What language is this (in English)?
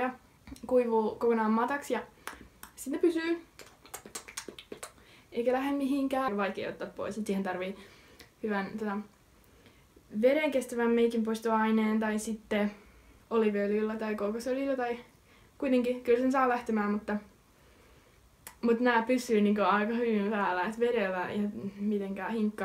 Finnish